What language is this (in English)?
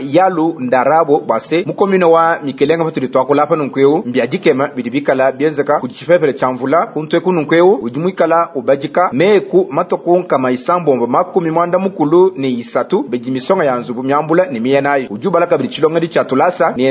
Luba-Lulua